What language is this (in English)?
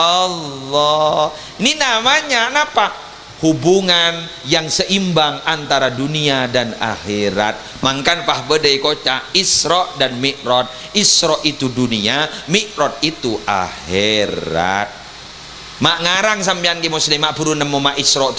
Madurese